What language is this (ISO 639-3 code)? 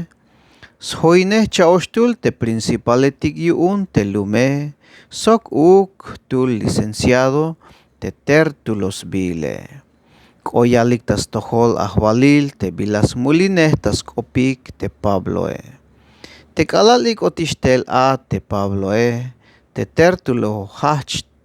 tzh